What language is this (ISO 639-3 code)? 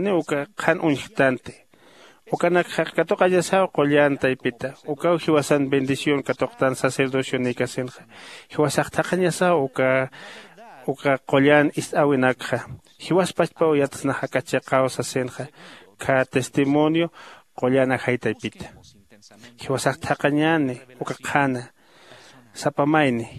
aym